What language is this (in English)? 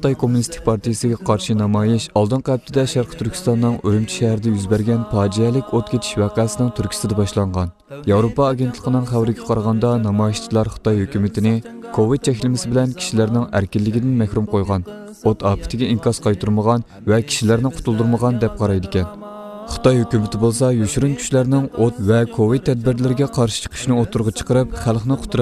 Uyghur